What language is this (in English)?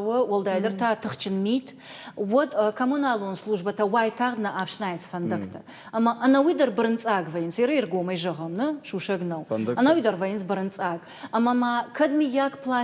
Ossetic